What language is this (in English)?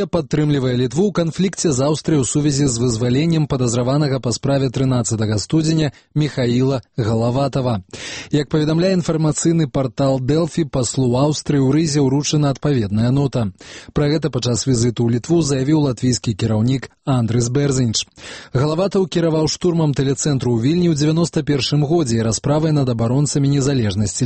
Belarusian